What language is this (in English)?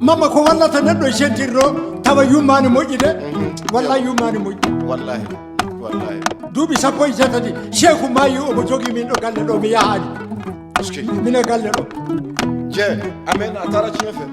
Maasina Fulfulde